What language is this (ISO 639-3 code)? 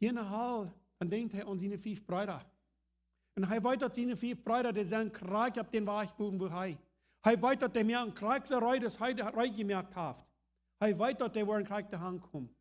pdt